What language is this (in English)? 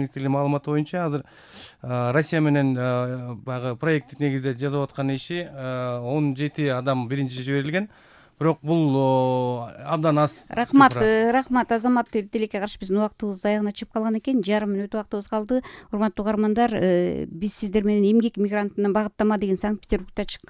Kyrgyz